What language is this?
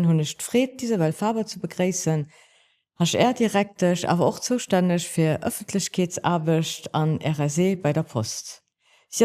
Luxembourgish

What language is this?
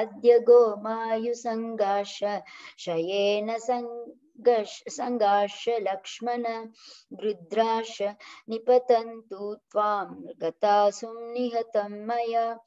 Sanskrit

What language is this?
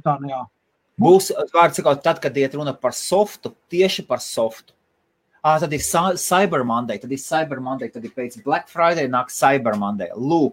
Latvian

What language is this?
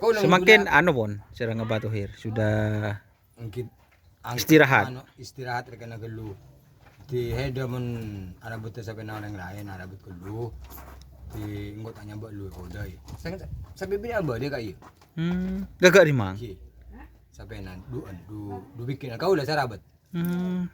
Madurese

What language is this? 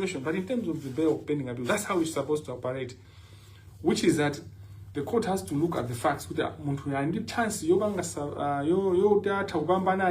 Nyanja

